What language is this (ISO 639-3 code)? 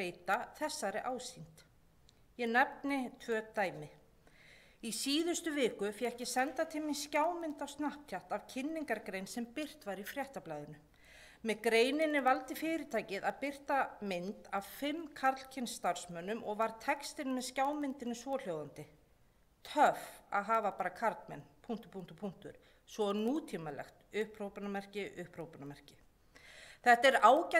isl